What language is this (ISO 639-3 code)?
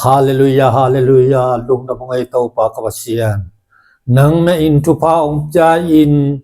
ctd